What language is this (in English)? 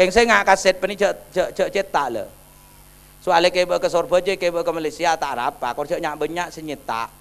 Madurese